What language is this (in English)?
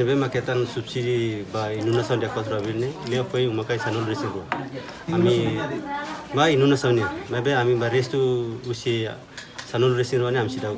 Tetum